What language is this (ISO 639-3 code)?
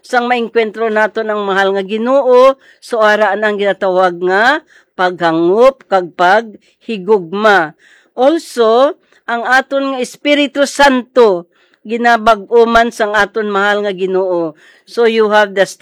hil